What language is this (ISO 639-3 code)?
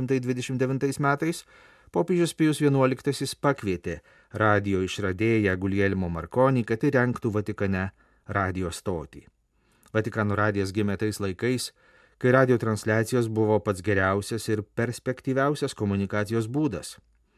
lit